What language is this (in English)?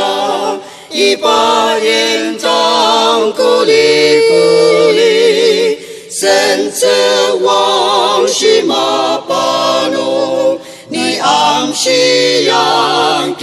Ao Naga